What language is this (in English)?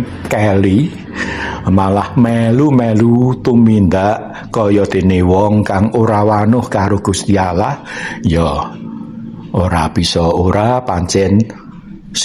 Javanese